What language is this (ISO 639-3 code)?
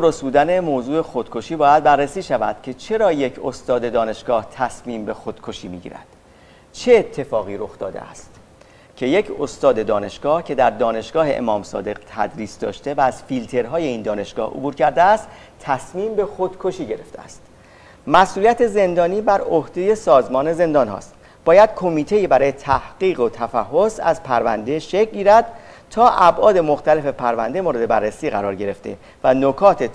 fas